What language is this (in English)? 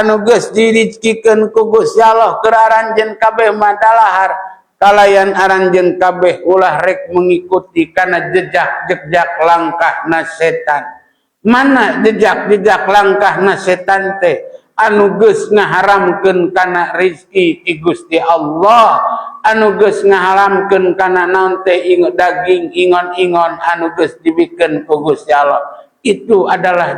Sundanese